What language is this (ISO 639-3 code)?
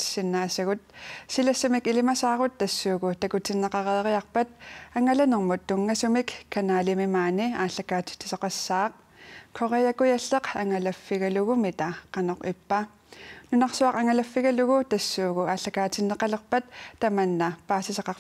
kal